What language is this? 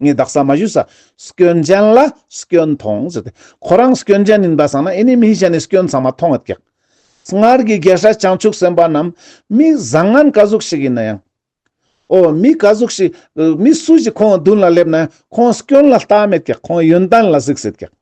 Ladakhi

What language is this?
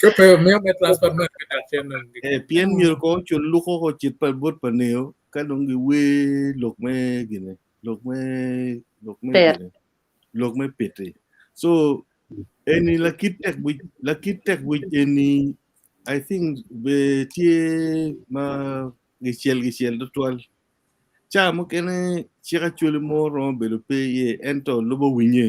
Acoli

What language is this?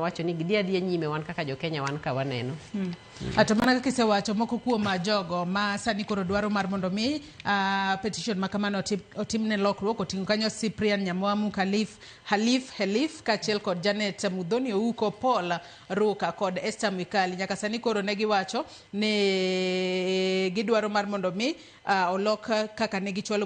Luo (Kenya and Tanzania)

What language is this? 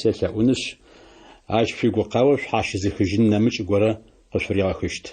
Adyghe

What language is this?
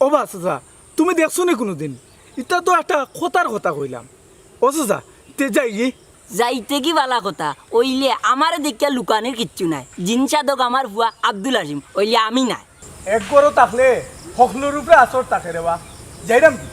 Sylheti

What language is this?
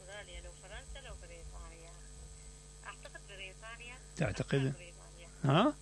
Mesopotamian Arabic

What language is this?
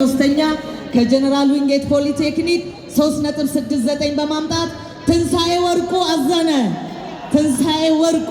Amharic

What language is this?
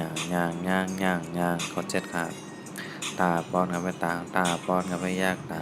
Shan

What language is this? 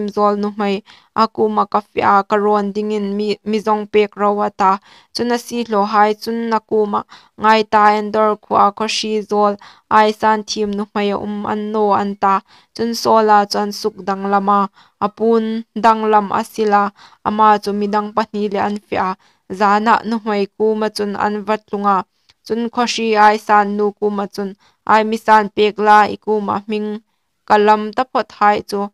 Hmar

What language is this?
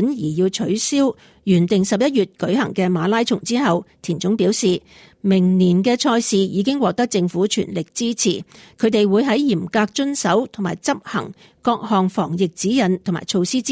Cantonese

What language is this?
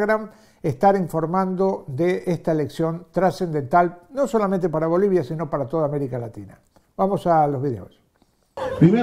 Spanish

